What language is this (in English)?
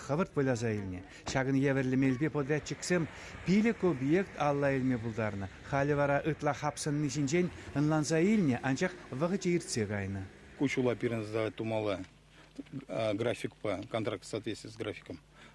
Chuvash